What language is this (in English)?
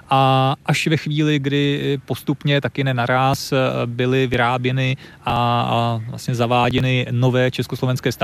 Czech